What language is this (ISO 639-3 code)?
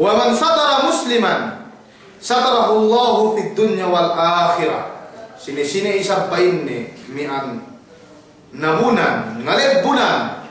yka